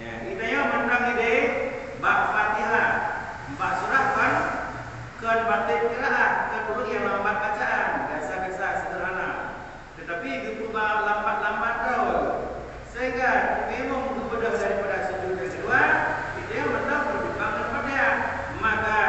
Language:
Achinese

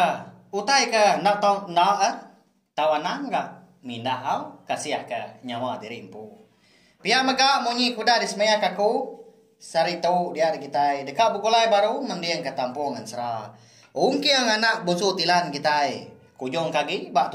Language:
Iban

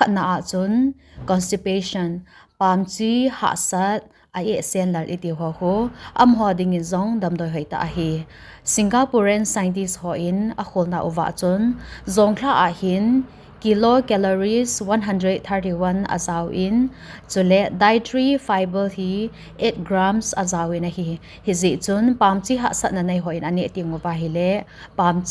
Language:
Thado Chin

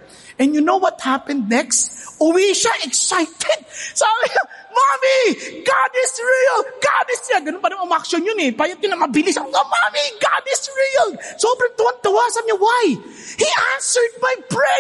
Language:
Filipino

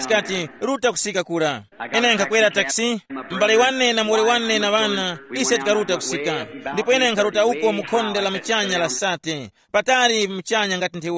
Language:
Tumbuka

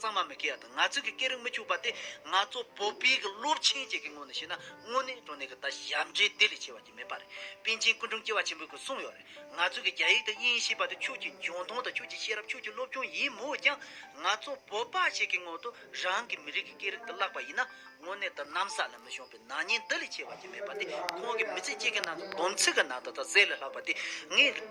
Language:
Tibetan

